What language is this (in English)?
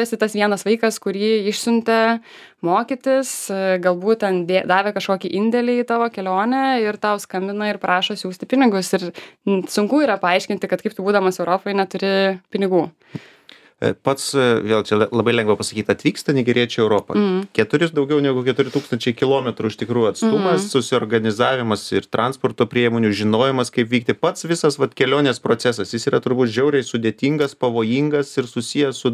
Lithuanian